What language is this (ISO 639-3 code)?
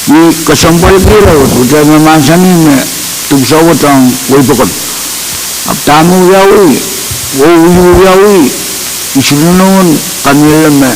pon